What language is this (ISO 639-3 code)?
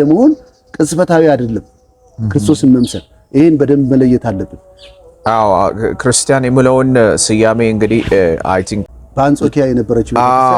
amh